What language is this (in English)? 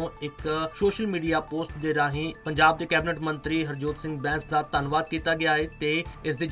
Punjabi